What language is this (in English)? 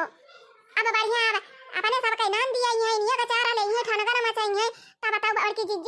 Awadhi